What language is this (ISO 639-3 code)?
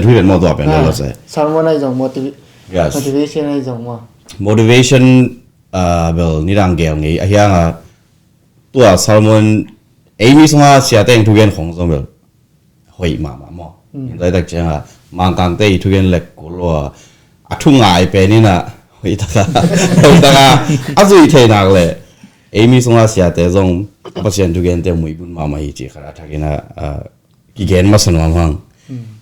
ctd